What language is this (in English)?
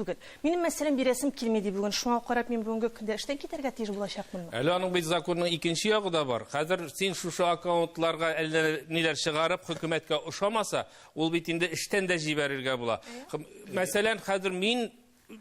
Tatar